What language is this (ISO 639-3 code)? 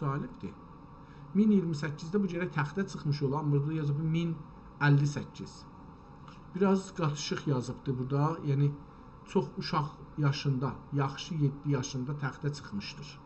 azb